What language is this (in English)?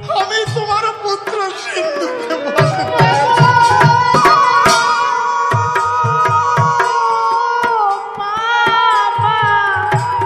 Bangla